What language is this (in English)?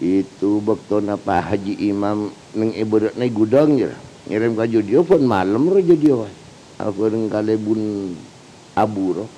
Madurese